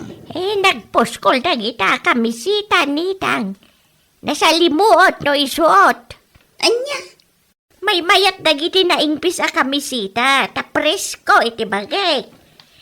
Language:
Iloko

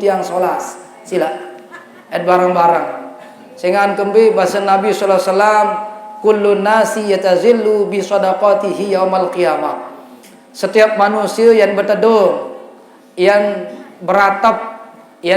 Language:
Sasak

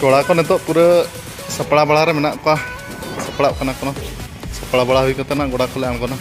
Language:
Santali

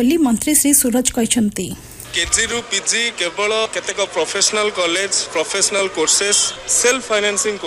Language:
Odia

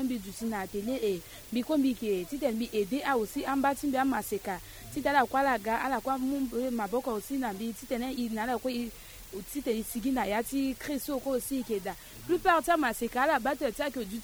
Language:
Sango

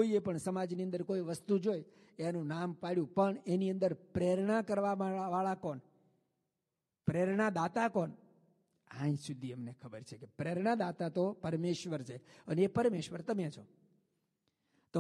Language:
Gujarati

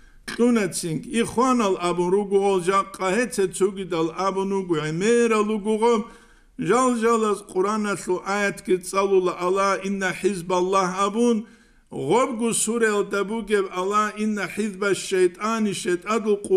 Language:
Avaric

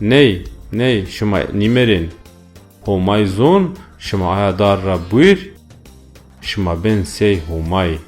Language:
Zaza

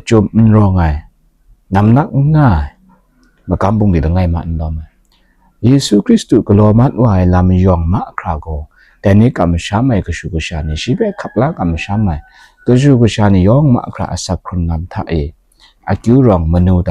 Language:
Kachin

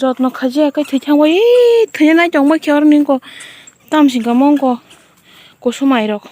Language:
Kok Borok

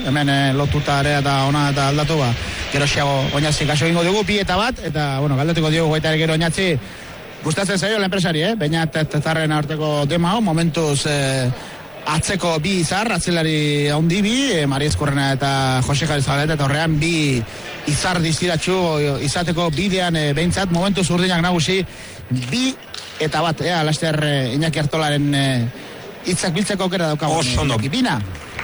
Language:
Basque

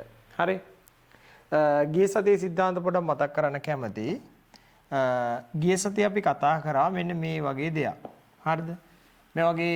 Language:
Sinhala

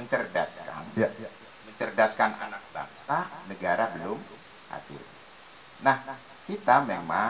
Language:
Indonesian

